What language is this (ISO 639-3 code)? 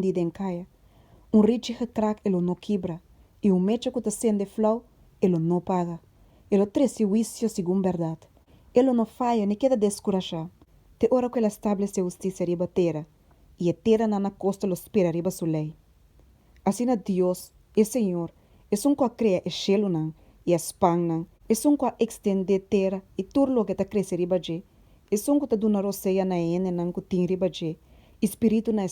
pap